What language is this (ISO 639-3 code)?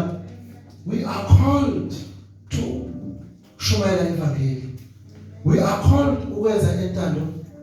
zul